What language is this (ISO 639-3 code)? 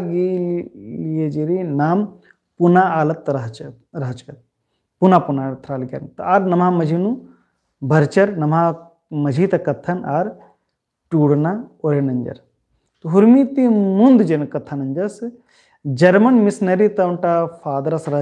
kru